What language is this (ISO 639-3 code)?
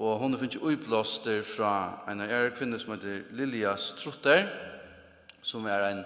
fao